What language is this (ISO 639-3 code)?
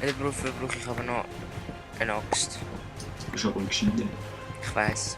gsw